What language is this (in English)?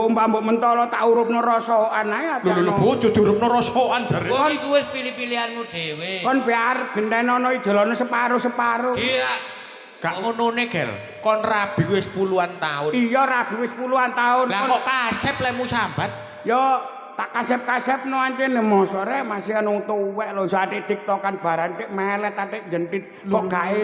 Javanese